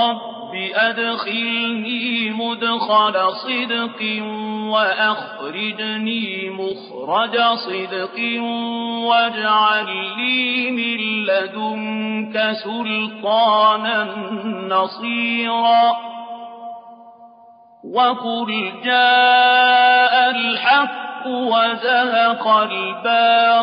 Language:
Arabic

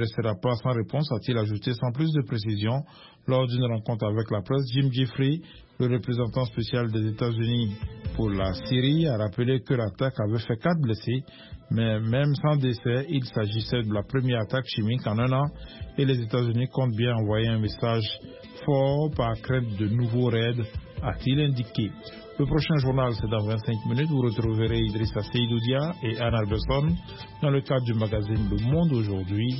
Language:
French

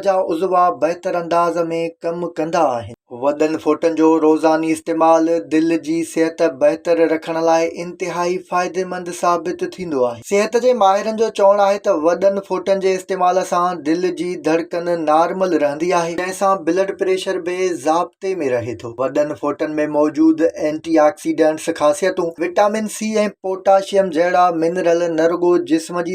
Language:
Sindhi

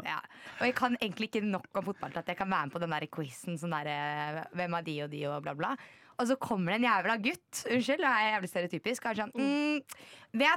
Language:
Norwegian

